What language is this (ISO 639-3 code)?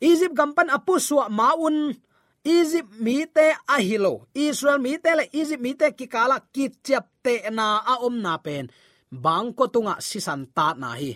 ctd